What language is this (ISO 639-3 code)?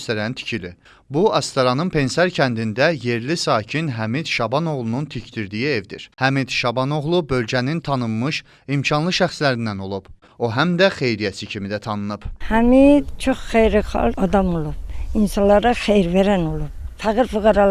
aze